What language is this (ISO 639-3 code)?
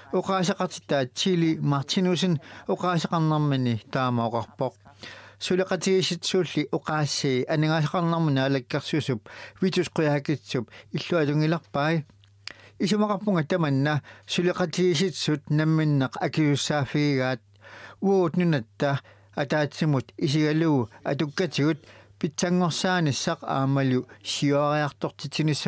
kal